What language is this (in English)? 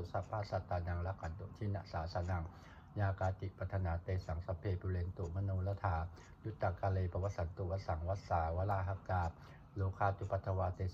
Pali